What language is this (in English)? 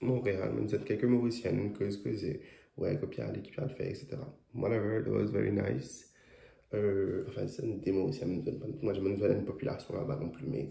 Morisyen